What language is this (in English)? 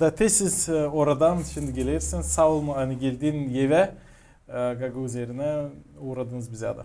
Gagauz